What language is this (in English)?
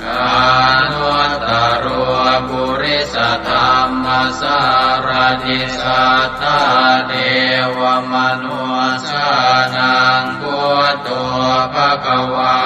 Pali